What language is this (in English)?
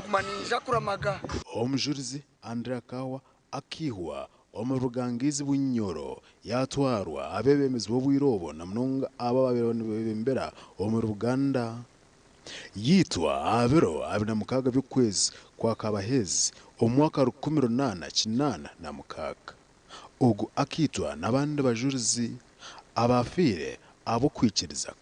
Nyankole